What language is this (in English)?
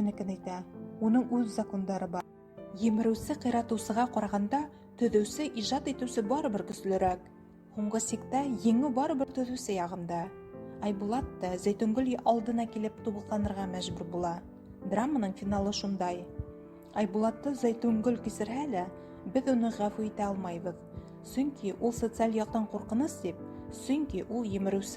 Bashkir